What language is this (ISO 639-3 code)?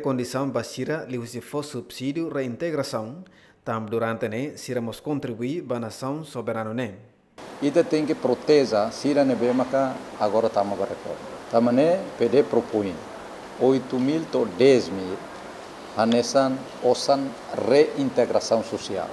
tet